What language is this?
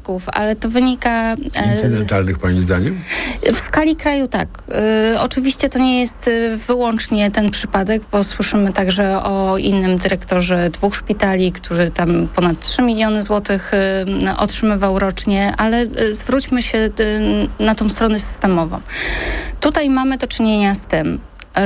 Polish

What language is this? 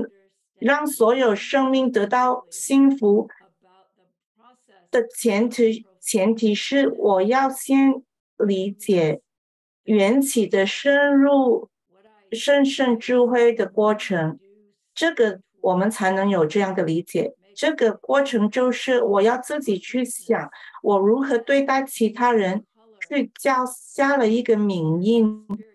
Chinese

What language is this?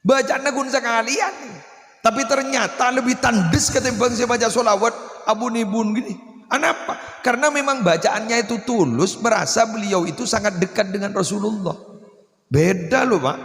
Madurese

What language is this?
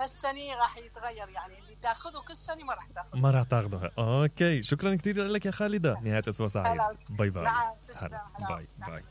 Mesopotamian Arabic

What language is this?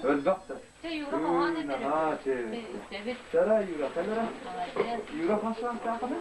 Yakut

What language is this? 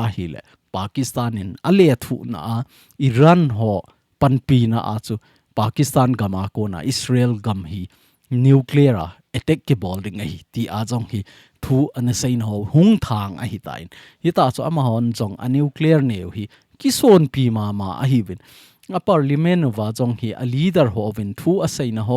Thado Chin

